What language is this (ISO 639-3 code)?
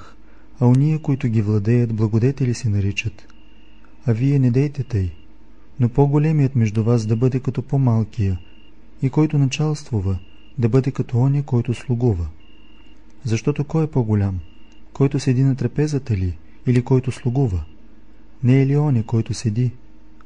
bul